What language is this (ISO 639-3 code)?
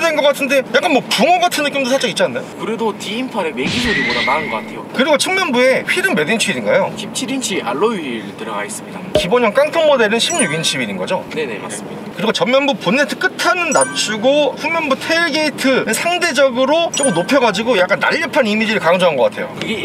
kor